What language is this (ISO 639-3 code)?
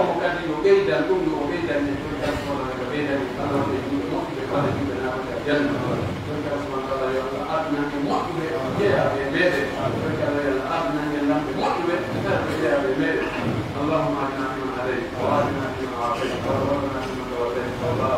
fuf